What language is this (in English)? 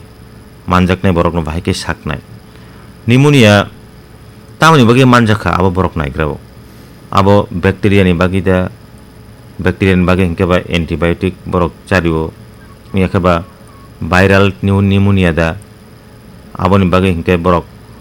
Kok Borok